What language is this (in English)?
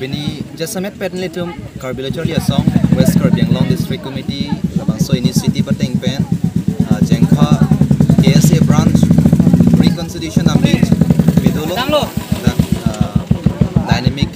Karbi